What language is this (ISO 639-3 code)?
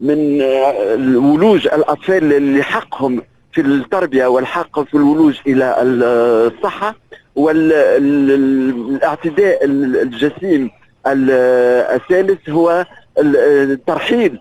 aeb